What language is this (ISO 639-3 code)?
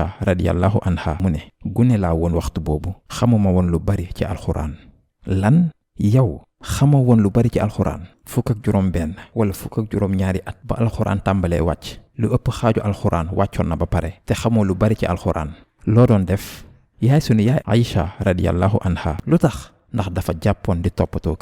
wol